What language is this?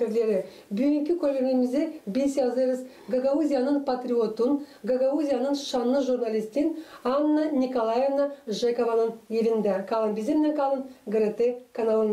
Gagauz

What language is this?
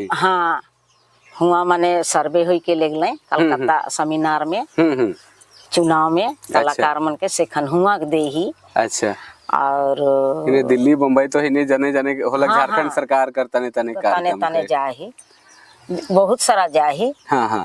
Sadri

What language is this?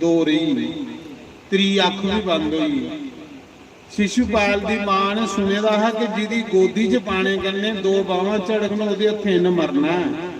Dogri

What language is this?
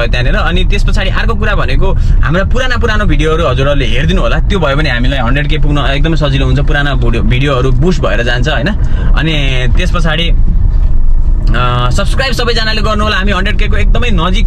Nepali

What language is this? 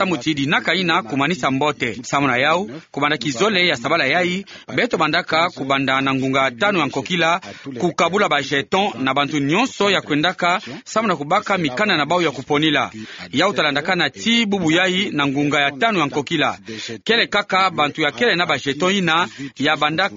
Kituba (Democratic Republic of Congo)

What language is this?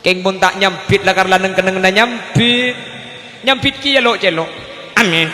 Madurese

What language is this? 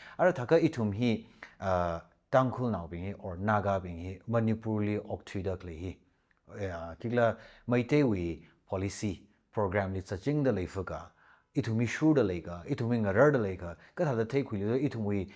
Tangkhul Naga (India)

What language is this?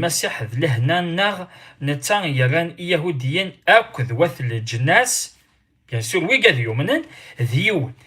Kabyle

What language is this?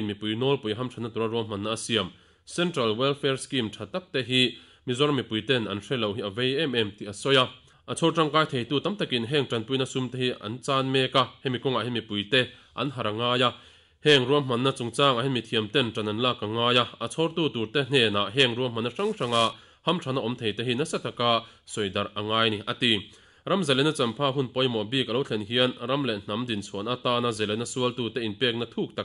Mizo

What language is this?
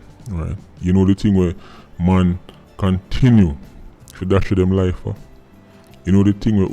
Jamaican Creole English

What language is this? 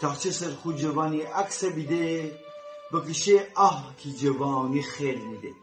Gilaki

